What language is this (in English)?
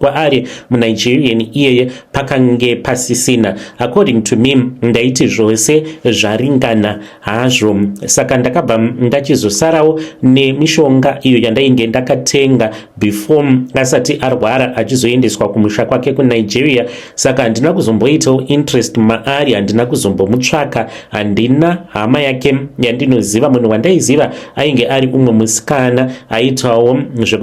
Shona